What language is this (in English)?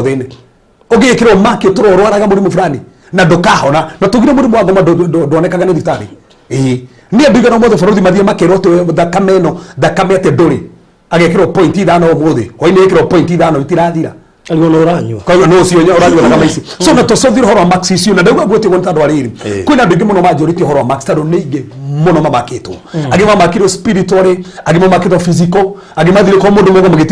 Kikuyu